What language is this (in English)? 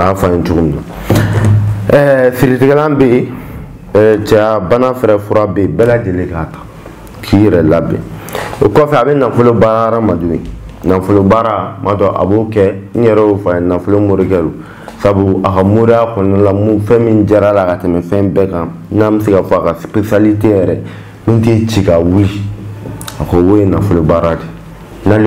Bambara